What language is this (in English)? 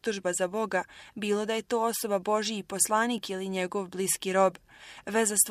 Bosnian